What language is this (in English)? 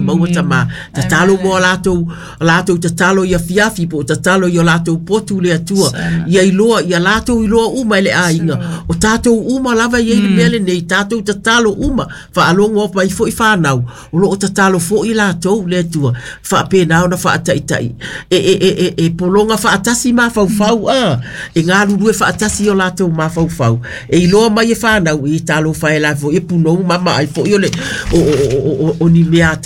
Samoan